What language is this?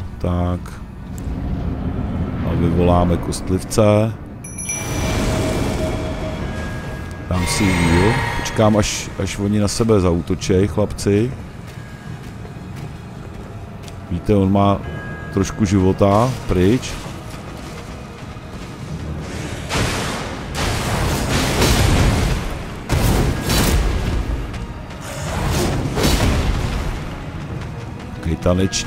Czech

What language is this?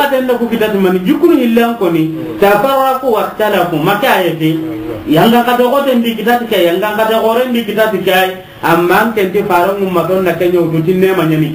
Soninke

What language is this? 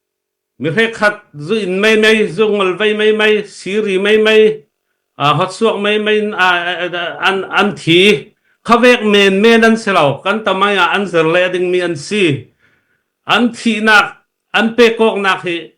Falam Chin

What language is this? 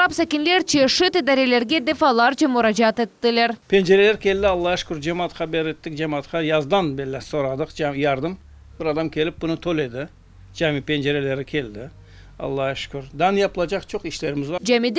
Crimean Tatar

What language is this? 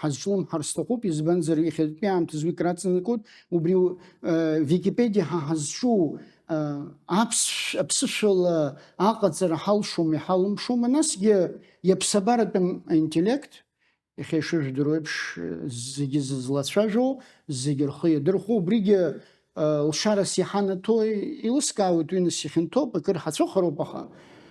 Abkhazian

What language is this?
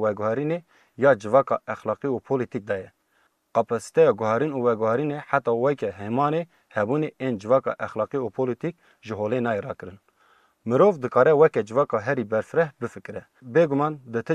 Kurdish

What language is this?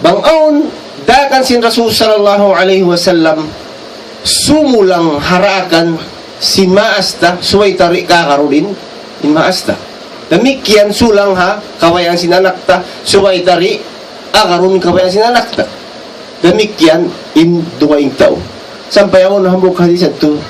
Tausug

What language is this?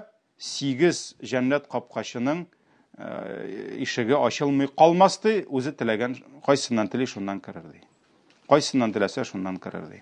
Tatar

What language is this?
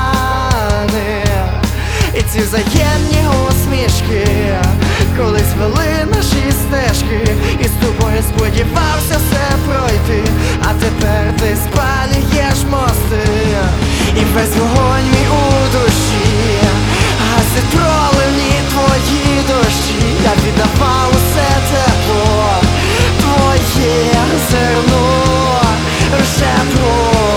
Ukrainian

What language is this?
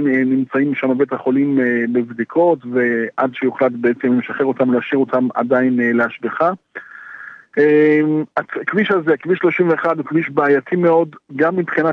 Hebrew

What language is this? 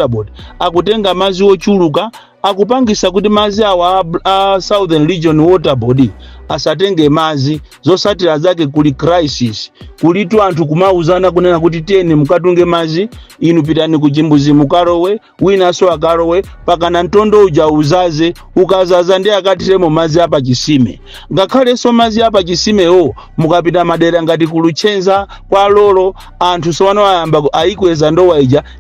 Nyanja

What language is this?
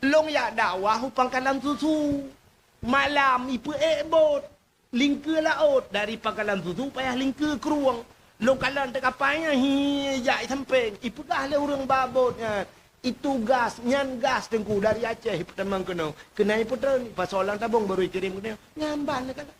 Achinese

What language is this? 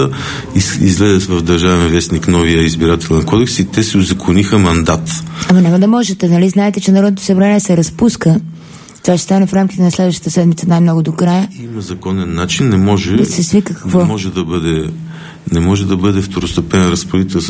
Bulgarian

